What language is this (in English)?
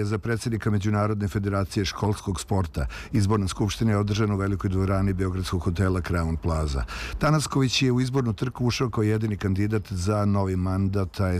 Serbian